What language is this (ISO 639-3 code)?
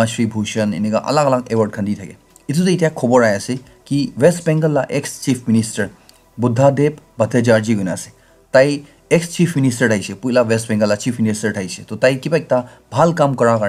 nag